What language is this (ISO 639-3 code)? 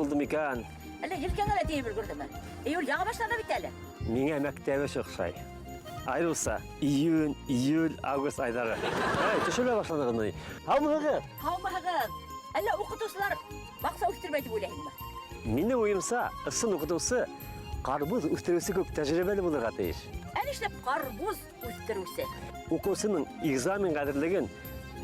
bak